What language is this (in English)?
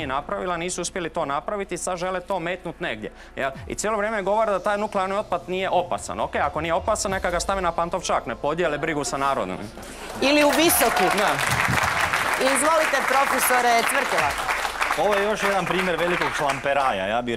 Croatian